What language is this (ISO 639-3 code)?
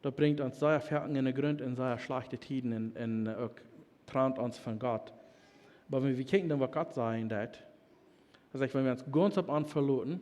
pdt